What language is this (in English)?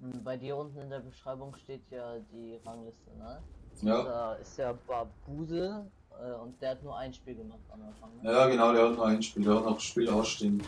Bavarian